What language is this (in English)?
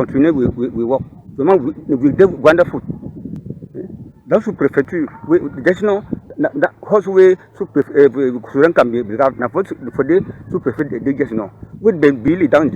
Cameroon Pidgin